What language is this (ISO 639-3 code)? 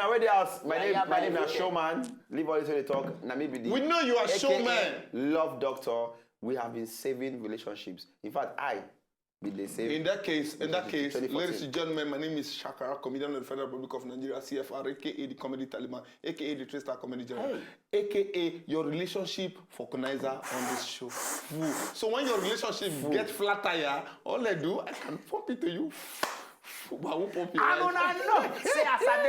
pcm